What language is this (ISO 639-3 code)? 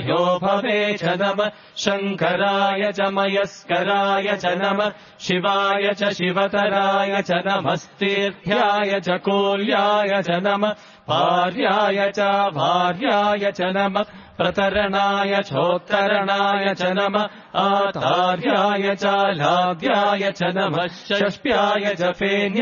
san